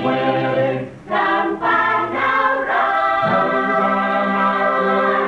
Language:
Pohnpeian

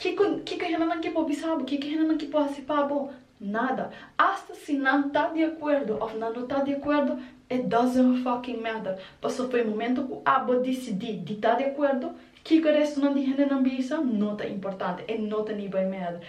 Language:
Papiamento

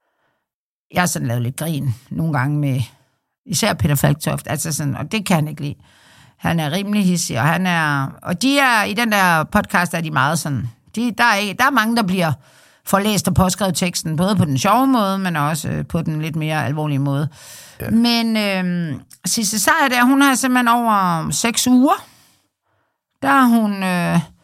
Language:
Danish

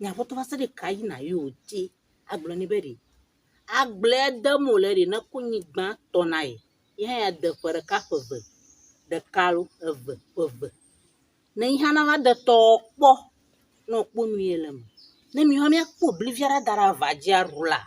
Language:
Ewe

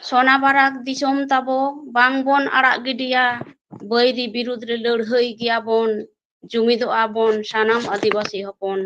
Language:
Santali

